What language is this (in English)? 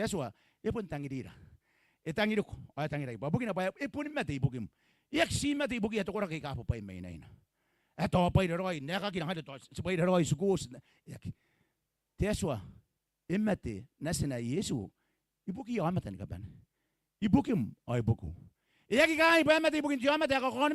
Gilbertese